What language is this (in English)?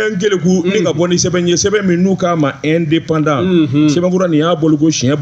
Bambara